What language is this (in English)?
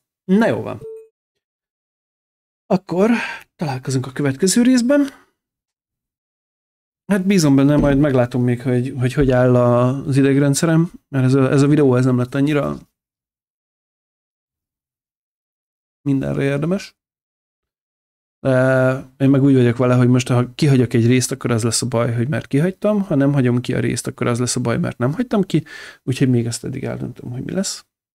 Hungarian